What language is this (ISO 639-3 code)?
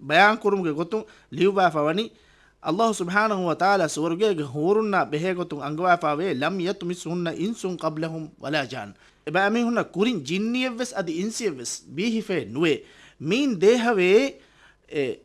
div